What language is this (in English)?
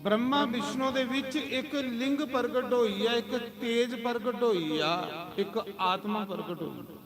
Dogri